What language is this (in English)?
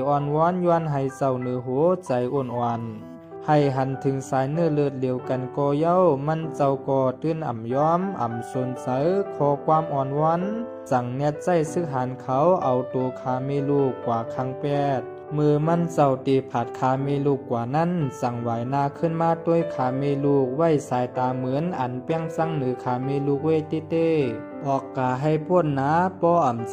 Shan